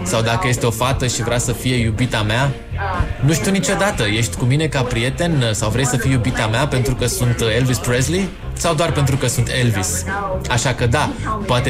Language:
Romanian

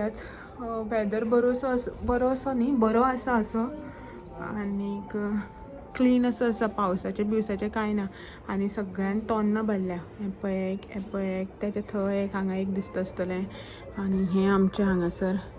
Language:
Konkani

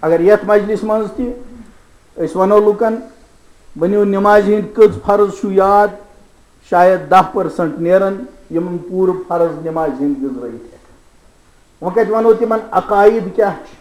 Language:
Kashmiri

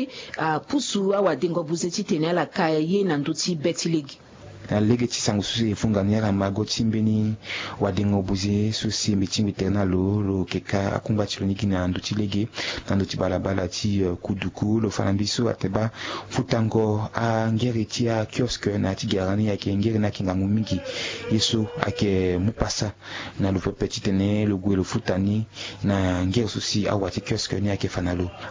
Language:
Sango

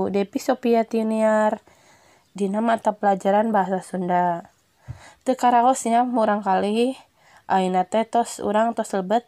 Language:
Sundanese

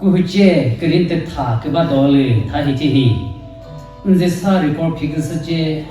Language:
Chokri Naga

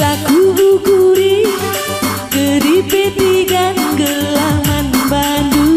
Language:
Batak Karo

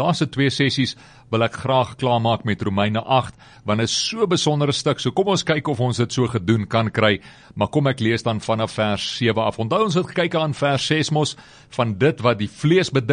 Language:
Afrikaans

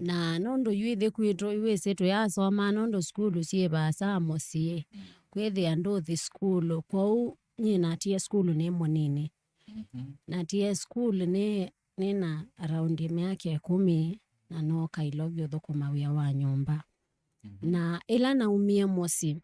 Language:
Kamba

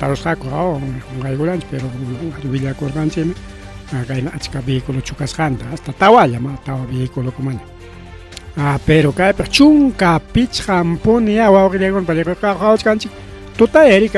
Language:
Ayacucho Quechua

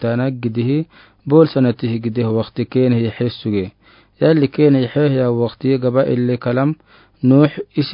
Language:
Afar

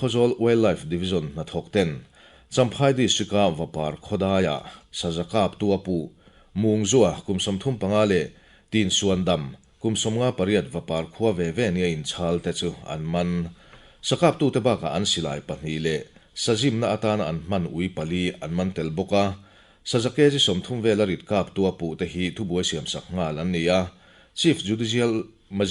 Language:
Mizo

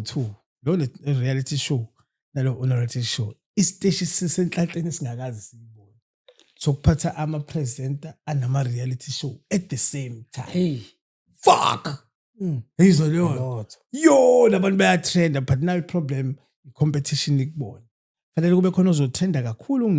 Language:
Zulu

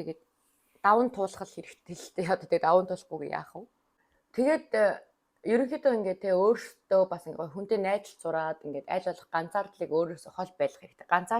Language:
Mongolian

